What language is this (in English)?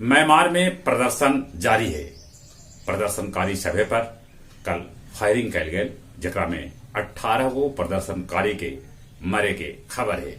Magahi